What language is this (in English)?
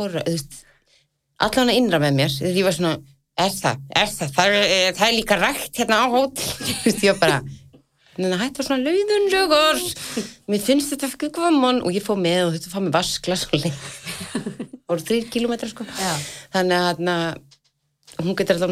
Icelandic